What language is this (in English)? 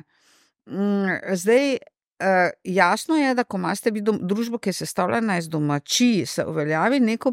Slovenian